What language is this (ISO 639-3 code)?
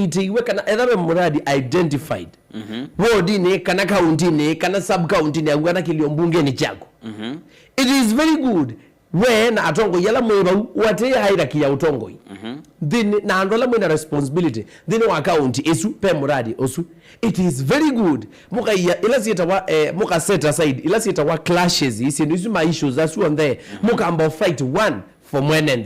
kam